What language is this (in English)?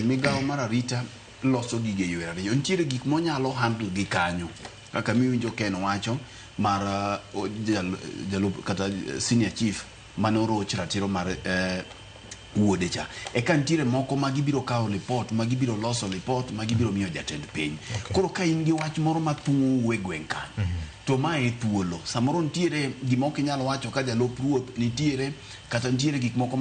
Luo (Kenya and Tanzania)